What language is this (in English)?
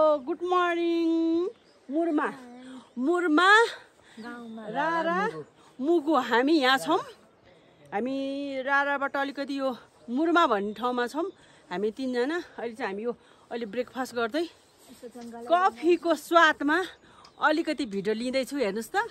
Nepali